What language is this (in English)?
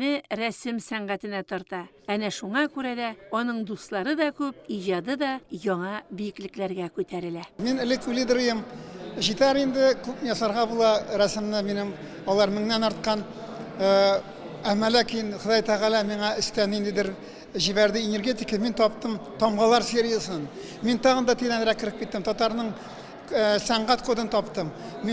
Tatar